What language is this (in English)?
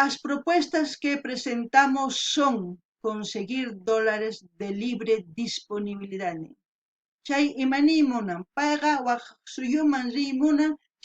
South Bolivian Quechua